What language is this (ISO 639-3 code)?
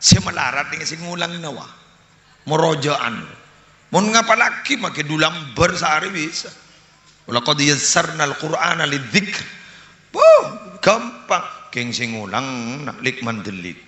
mad